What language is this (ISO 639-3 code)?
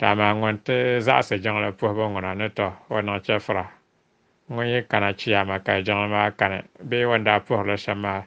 dag